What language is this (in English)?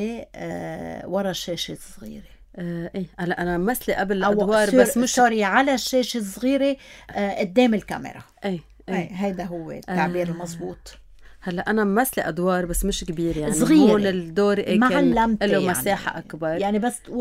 North Levantine Arabic